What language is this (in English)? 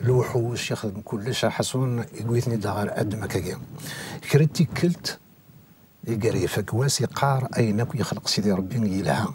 Kabyle